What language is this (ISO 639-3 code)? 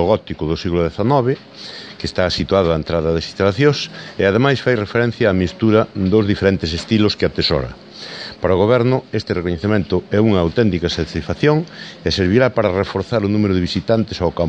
glg